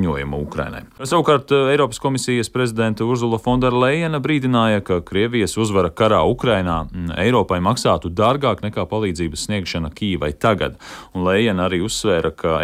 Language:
Latvian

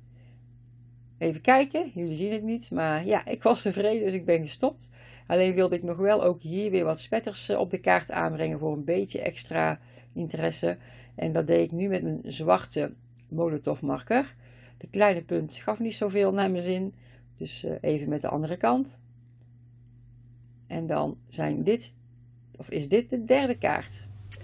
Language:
Dutch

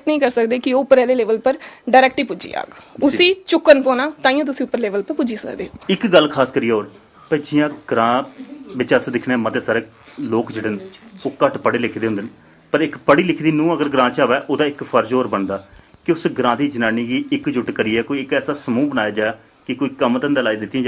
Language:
Dogri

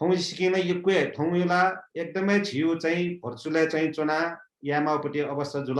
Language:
Newari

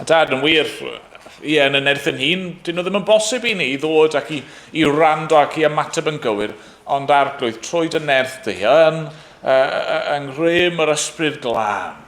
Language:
Welsh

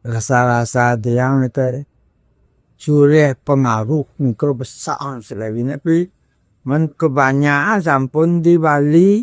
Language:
Balinese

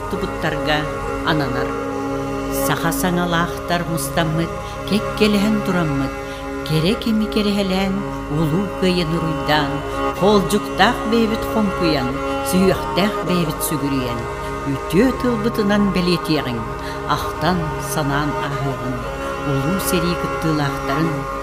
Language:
Yakut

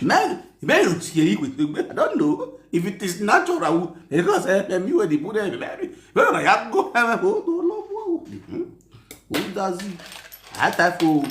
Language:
Nigerian Pidgin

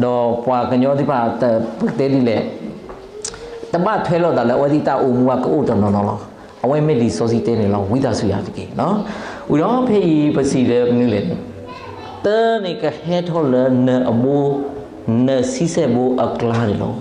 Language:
S'gaw Karen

